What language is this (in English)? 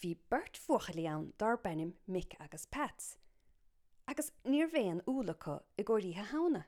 Irish